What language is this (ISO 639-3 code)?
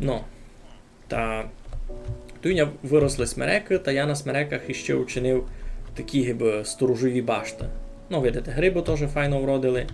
rue